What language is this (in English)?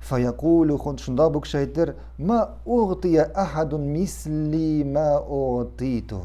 Tatar